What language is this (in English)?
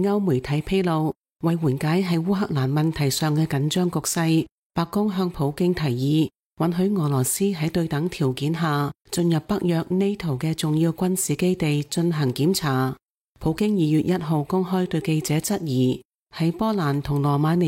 Cantonese